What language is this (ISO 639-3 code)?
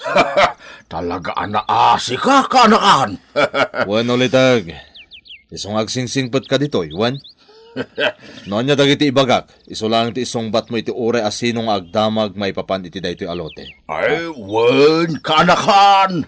ilo